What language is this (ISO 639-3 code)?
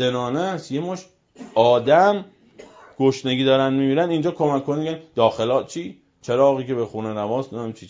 fas